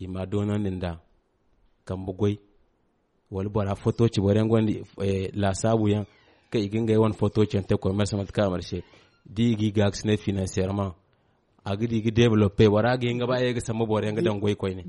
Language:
Zarma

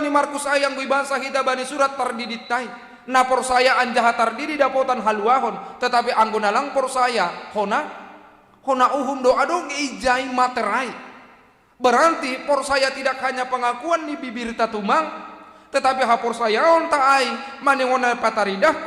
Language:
Batak Simalungun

